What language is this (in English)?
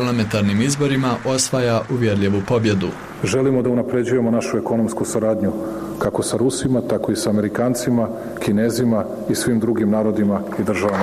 Bosnian